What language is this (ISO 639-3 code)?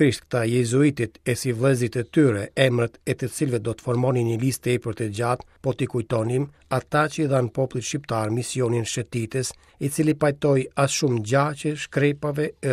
sqi